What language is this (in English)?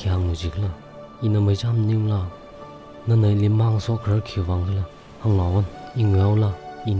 Tangkhul Naga (India)